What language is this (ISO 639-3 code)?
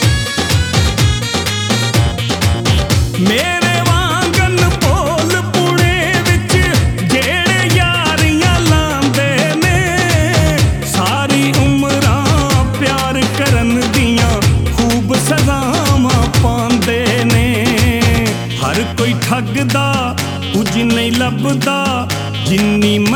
pan